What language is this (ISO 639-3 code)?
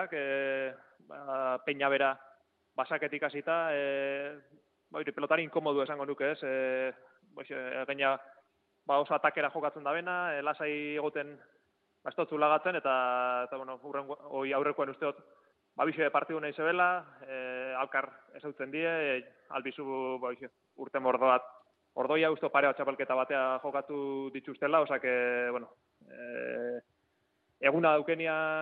eus